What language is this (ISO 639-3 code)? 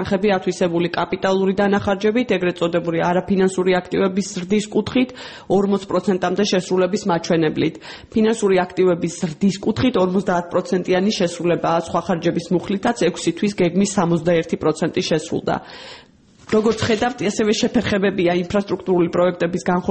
kat